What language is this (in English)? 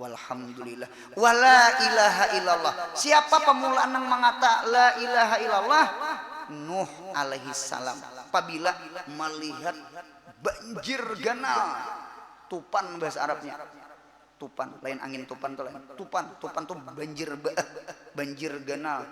Banjar